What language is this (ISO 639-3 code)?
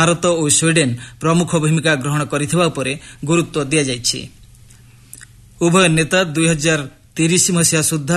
ori